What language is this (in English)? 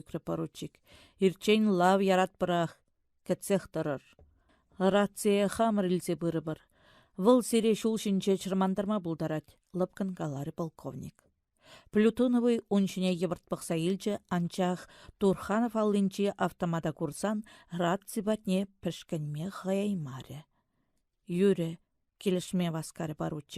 Chuvash